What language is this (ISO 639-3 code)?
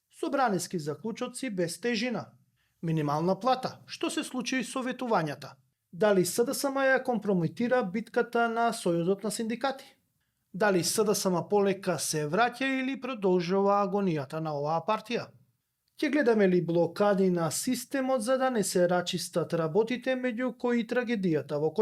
mkd